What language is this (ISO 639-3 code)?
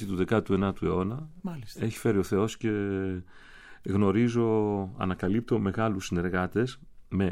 ell